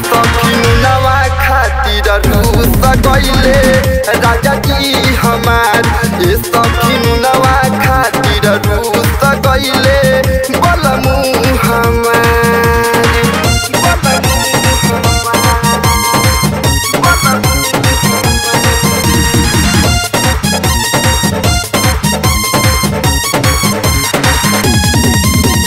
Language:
Bhojpuri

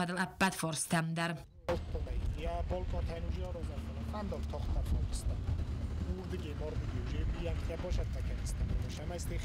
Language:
Ossetic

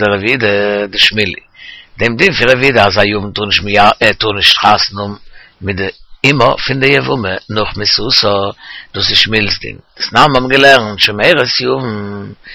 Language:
Yiddish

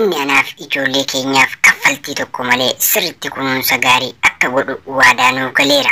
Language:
Oromo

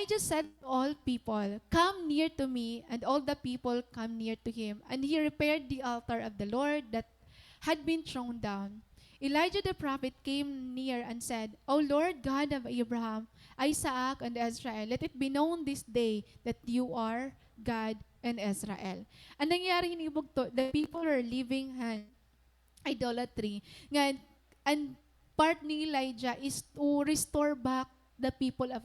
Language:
Waray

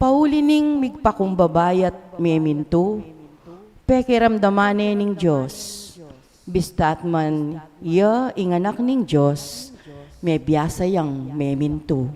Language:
Pampanga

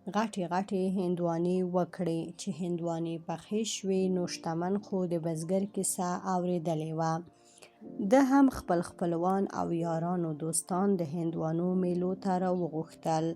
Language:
Pashto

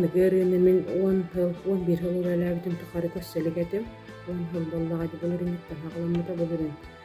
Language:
Yakut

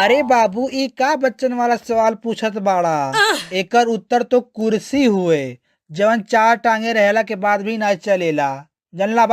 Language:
Bhojpuri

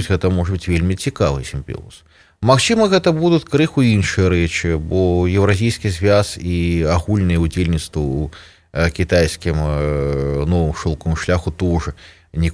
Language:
Belarusian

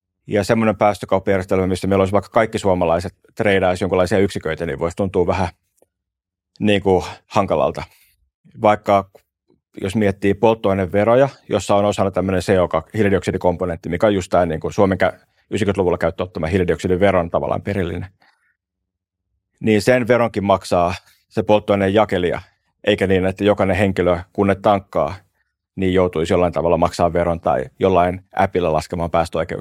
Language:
Finnish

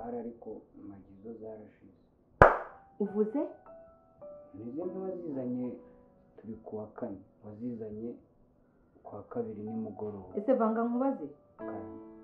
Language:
Kinyarwanda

